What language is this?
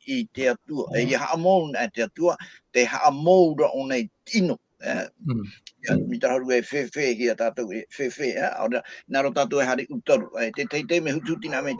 Tahitian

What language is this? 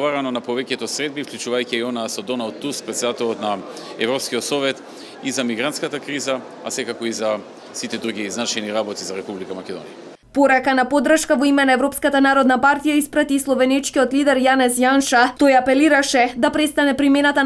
Macedonian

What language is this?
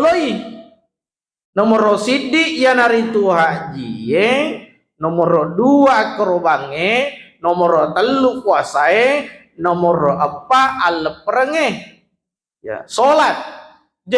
Buginese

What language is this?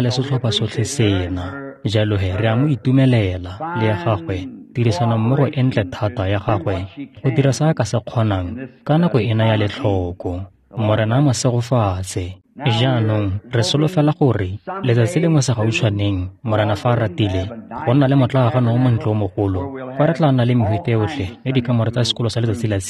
Tswana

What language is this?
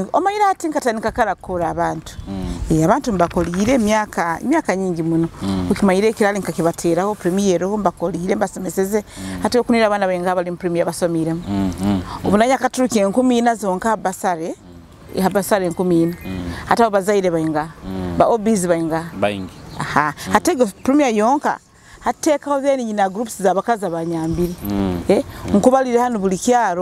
Nyoro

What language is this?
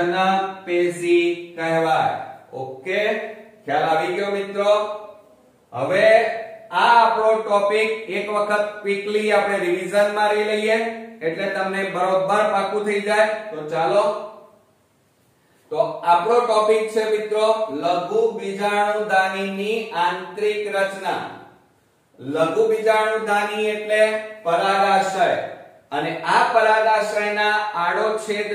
Gujarati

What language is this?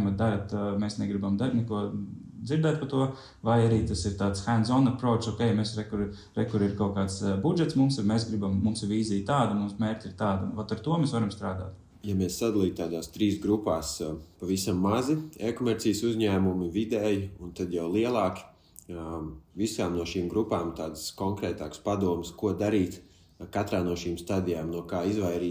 Latvian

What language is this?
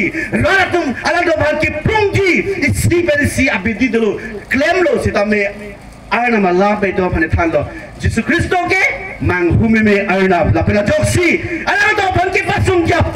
Karbi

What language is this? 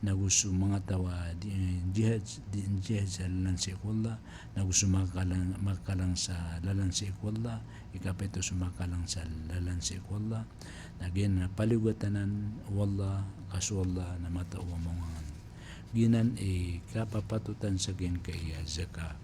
Maranao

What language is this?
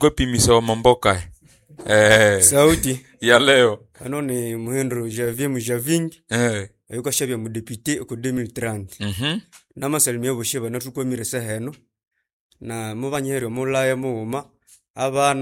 Nande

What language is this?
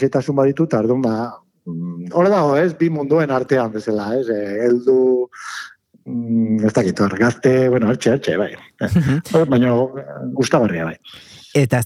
Basque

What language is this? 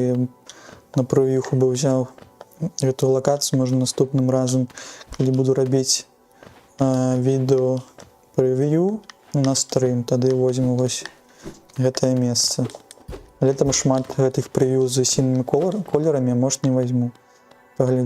Belarusian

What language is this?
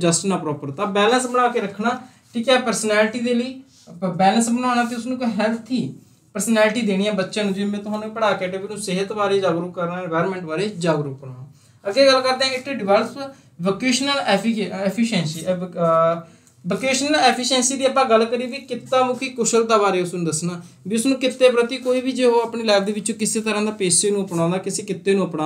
Punjabi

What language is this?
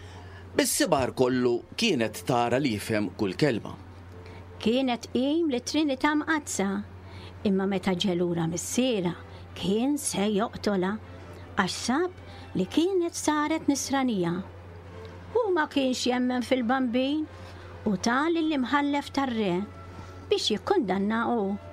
Maltese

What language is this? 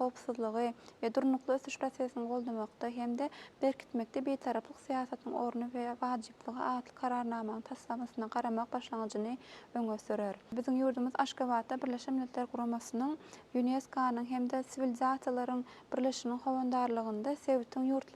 Turkmen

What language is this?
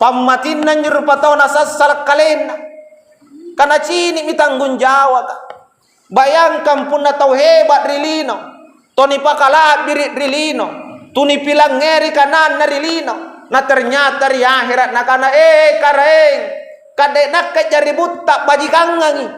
Makasar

